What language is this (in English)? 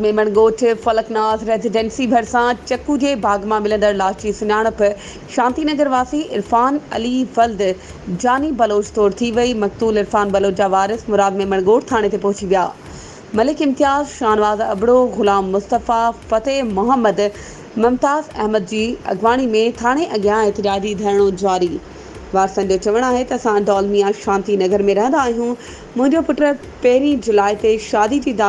Sindhi